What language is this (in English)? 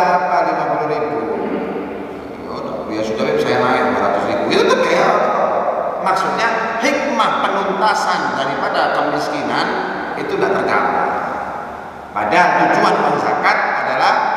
Indonesian